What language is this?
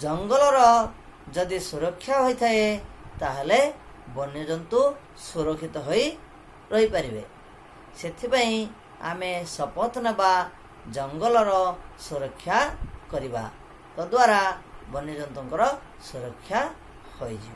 Odia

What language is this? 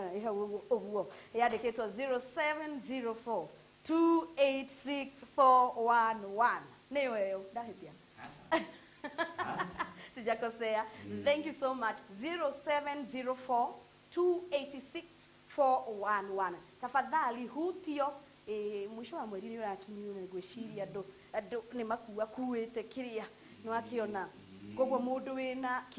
Kikuyu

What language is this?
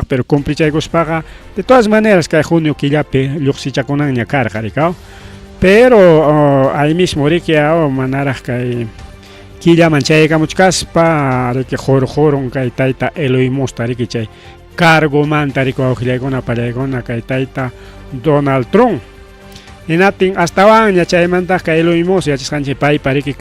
Ayacucho Quechua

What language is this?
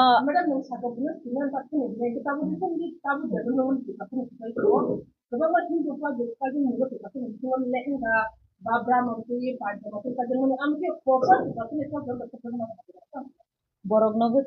Kok Borok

